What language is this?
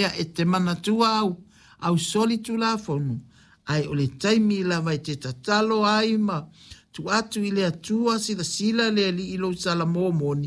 Samoan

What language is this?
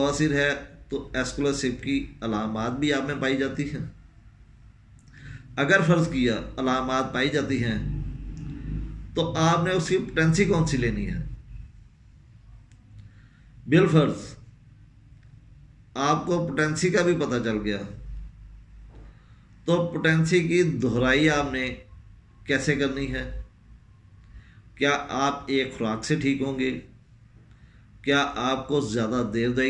Urdu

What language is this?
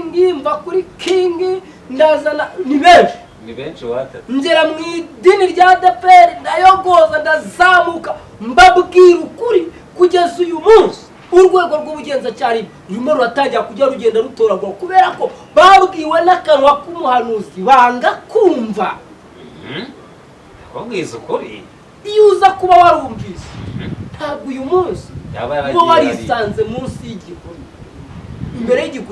Kinyarwanda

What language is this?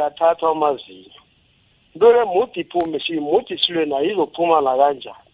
South Ndebele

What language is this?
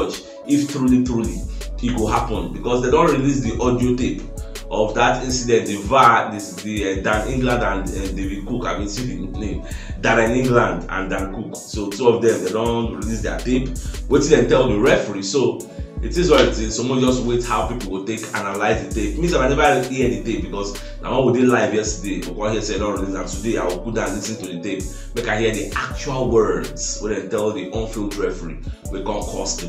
Nigerian Pidgin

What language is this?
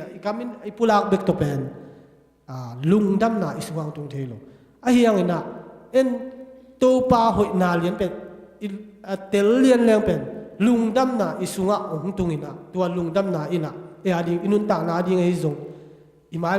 Tedim Chin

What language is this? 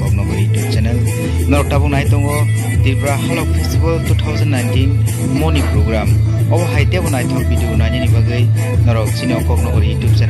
Kok Borok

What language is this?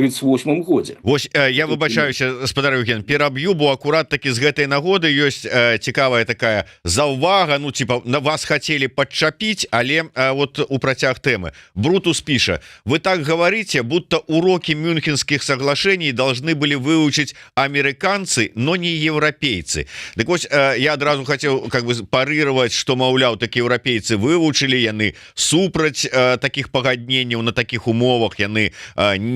Belarusian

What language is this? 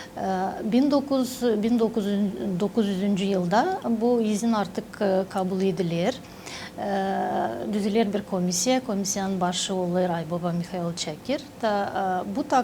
Gagauz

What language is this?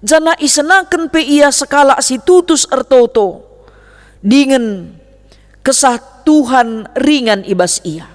Batak Karo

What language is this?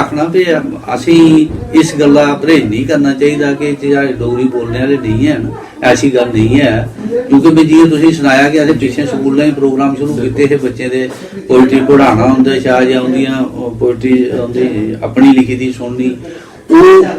Dogri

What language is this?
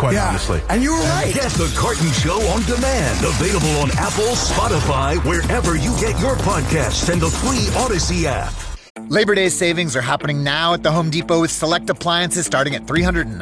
English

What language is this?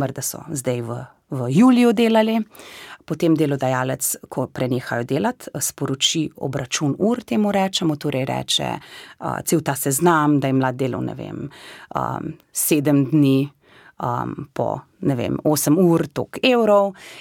Slovenian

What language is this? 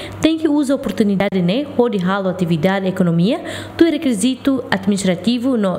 Tetum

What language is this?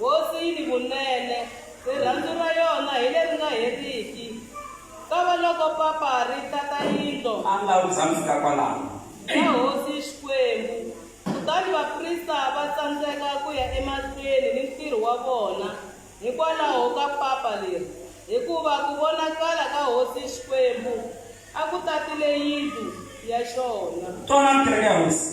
Tsonga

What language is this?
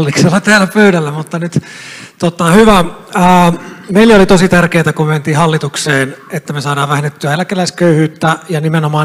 Finnish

